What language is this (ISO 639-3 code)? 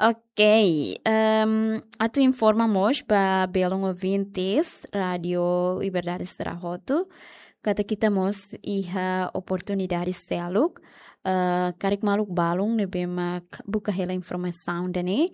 tet